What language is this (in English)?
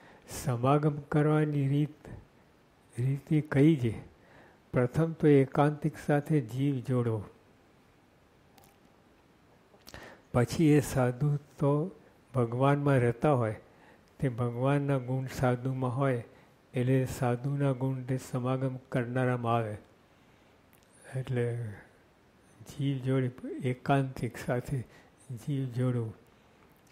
Gujarati